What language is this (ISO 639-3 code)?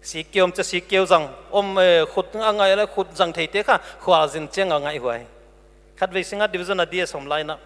pck